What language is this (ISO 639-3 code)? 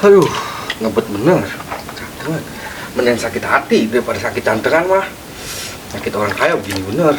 bew